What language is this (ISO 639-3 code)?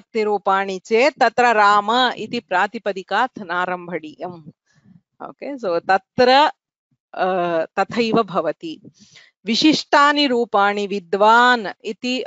san